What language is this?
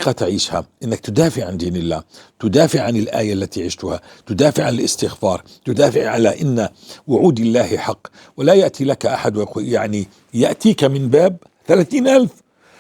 North Levantine Arabic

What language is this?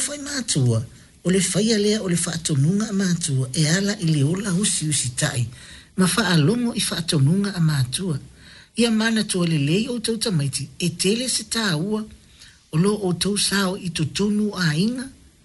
Samoan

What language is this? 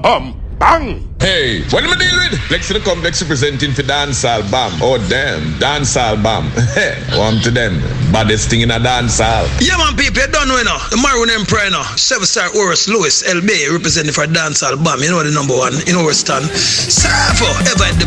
Jamaican Creole English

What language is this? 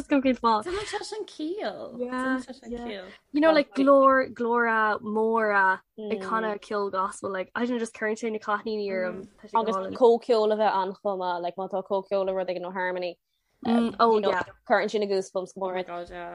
Irish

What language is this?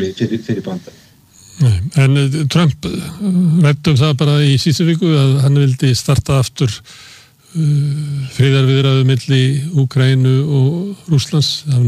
Icelandic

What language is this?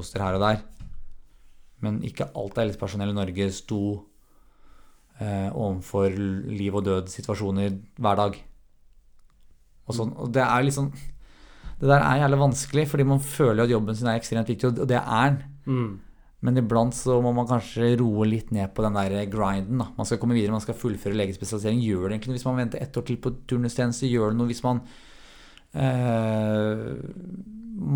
Norwegian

